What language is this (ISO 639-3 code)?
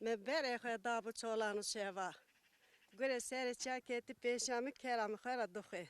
zza